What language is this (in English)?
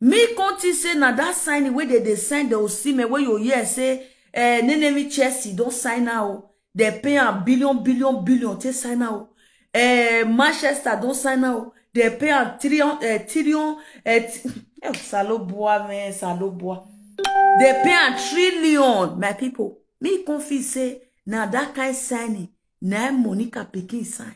Nigerian Pidgin